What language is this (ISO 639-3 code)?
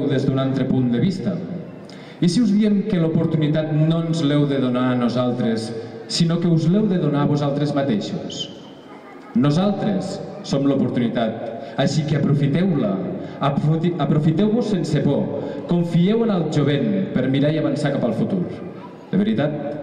cat